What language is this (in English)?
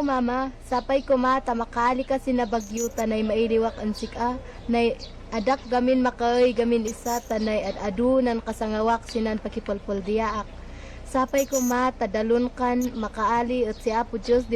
Kankanaey